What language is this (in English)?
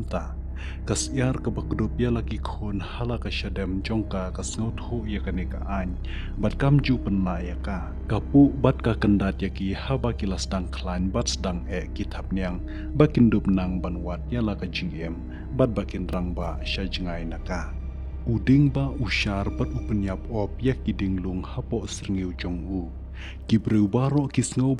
Khasi